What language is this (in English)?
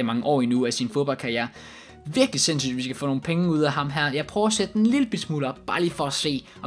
Danish